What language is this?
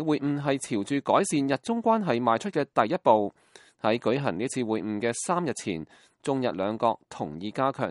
Cantonese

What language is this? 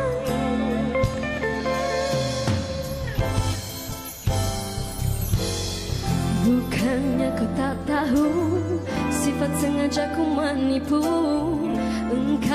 Malay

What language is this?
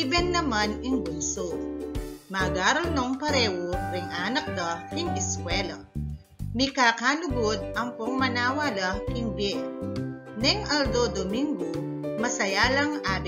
Pampanga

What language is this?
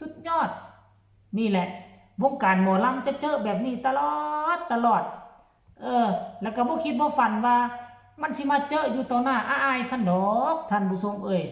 Northeastern Thai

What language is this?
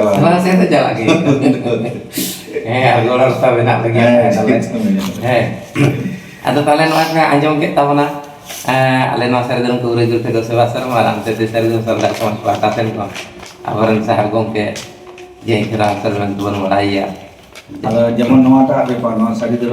Santali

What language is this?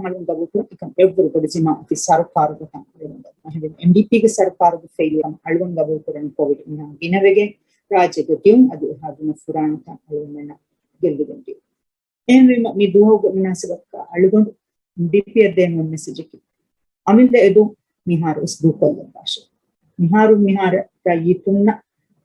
Divehi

